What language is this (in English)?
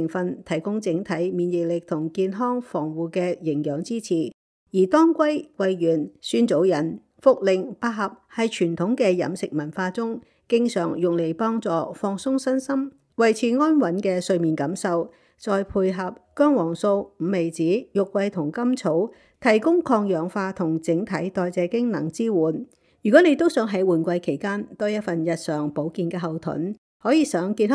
Cantonese